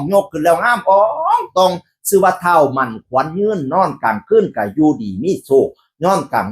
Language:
Northeastern Thai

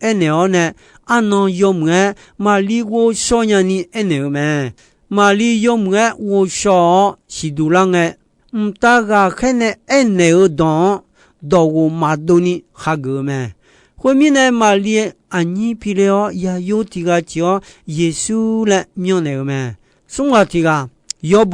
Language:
Akha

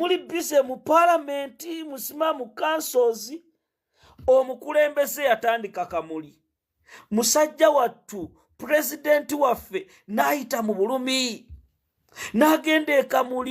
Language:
Ganda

